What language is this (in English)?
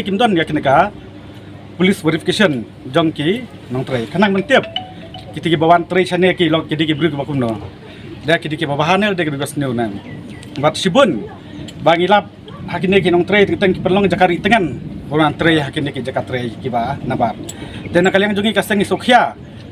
Khasi